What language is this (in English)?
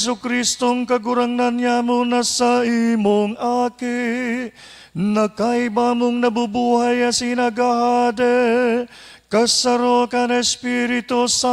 Bikol